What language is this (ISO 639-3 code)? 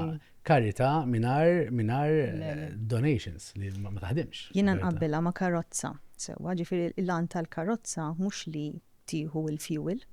mlt